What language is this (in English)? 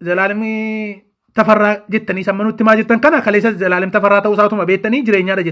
Oromo